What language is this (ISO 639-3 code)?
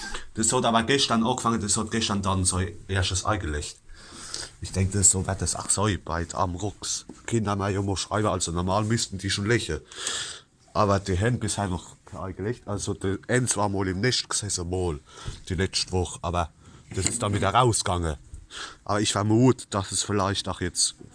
pfl